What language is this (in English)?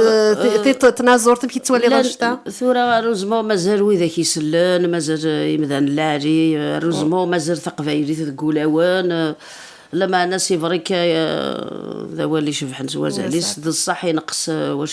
Kabyle